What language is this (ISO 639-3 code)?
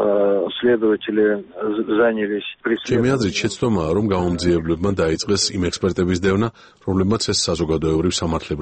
kat